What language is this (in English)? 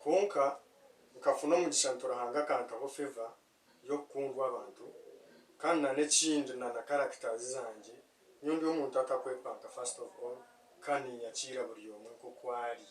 Nyankole